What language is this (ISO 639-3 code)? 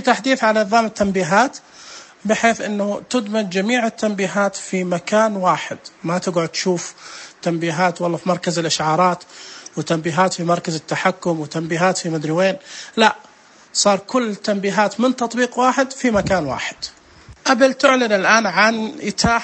ars